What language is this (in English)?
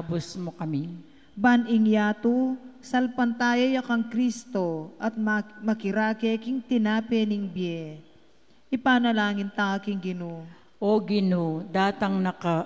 Pampanga